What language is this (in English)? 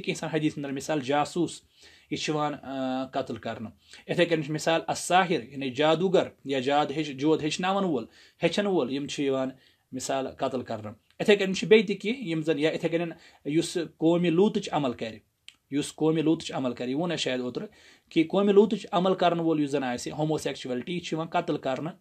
Kashmiri